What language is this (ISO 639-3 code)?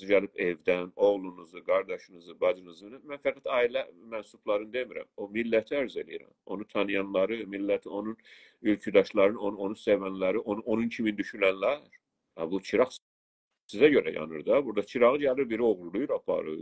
azb